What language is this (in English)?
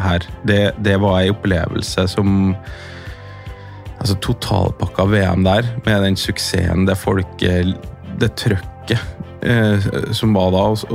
Norwegian